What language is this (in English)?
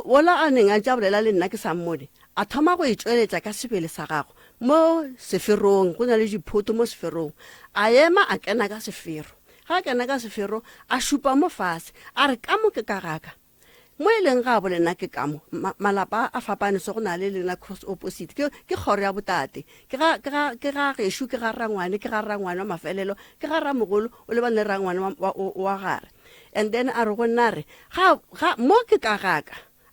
Northern Sotho